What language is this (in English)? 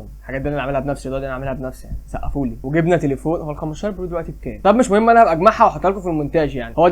Egyptian Arabic